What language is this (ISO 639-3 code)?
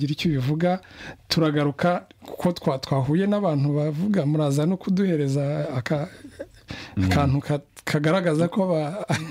kin